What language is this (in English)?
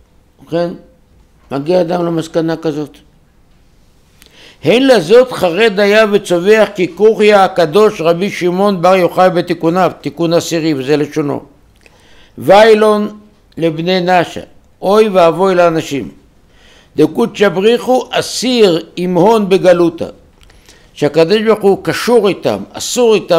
Hebrew